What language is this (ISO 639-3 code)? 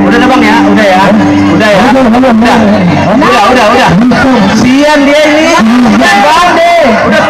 bew